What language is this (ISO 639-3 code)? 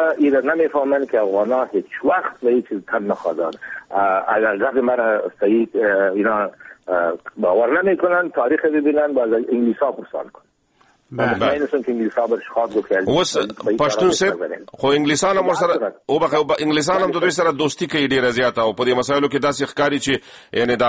fas